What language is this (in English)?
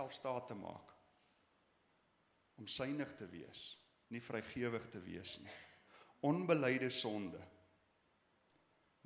Afrikaans